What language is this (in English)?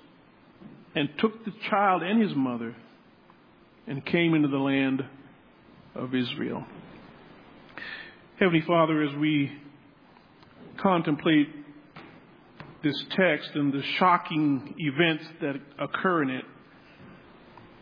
English